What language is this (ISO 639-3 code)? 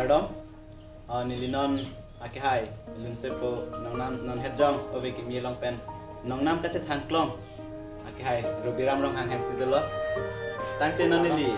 mjw